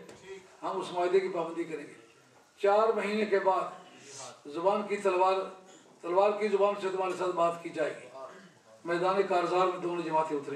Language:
Urdu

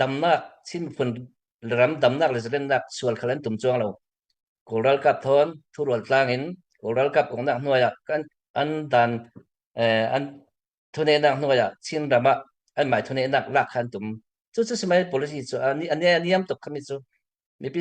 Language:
Falam Chin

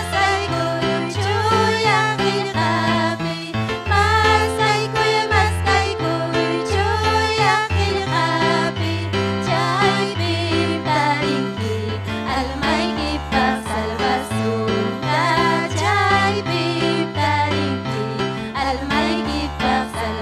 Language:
Ayacucho Quechua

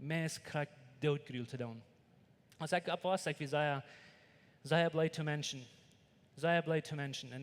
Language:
Plautdietsch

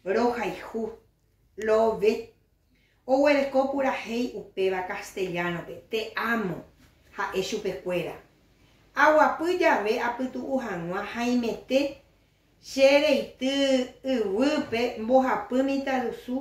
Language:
Guarani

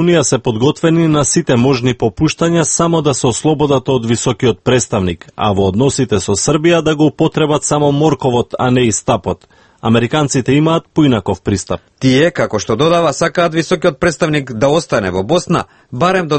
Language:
Macedonian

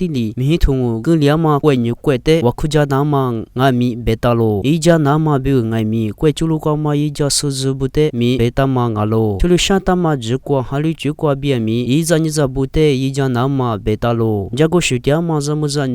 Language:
Lisu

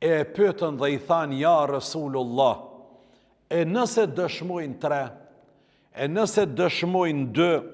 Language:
Albanian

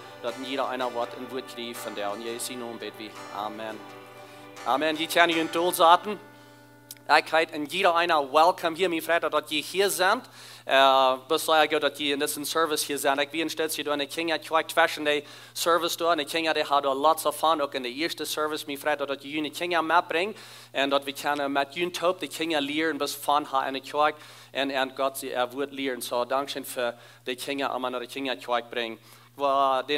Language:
Plautdietsch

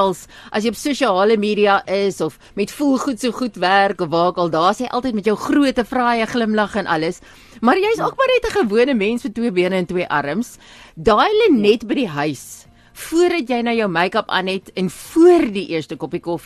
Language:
Afrikaans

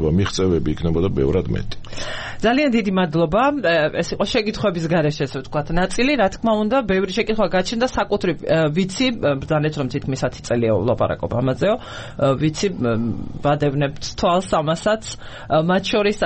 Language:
Georgian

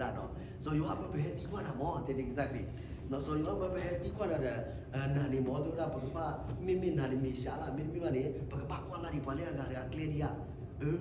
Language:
S'gaw Karen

